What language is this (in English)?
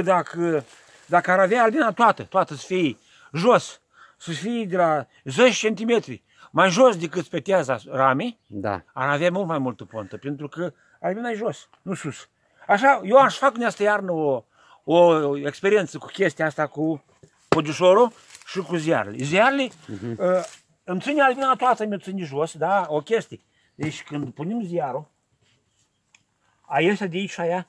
Romanian